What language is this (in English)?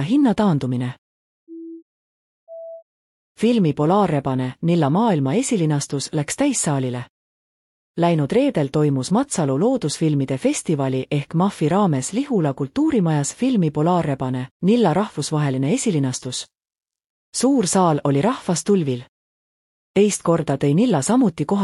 Estonian